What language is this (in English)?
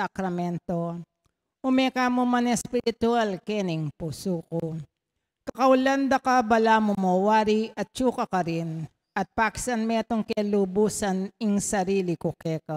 Pampanga